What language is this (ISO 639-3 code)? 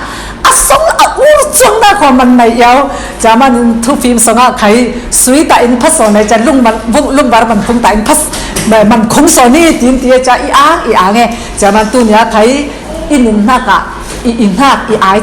cfm